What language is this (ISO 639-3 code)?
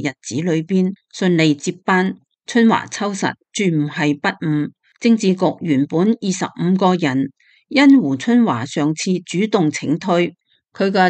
yue